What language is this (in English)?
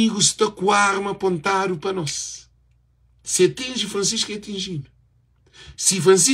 Kabuverdianu